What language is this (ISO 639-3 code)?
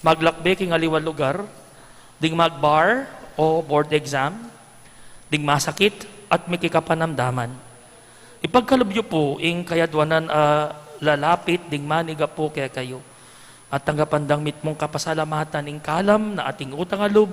pam